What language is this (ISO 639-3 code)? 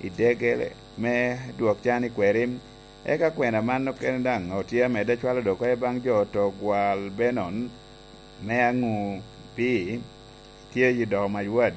laj